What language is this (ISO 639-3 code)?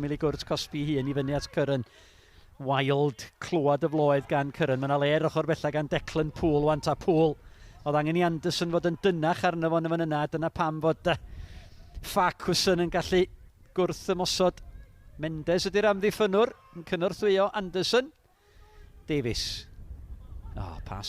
cym